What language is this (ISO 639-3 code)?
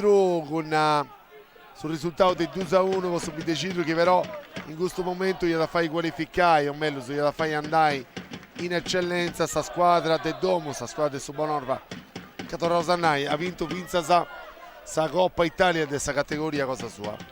srd